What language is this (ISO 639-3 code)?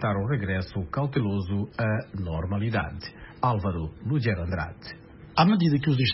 por